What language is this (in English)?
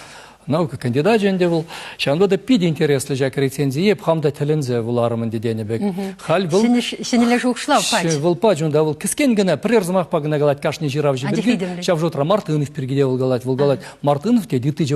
Chuvash